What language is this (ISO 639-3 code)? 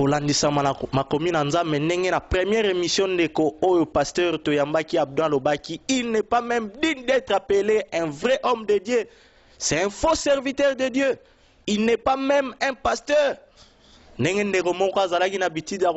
lin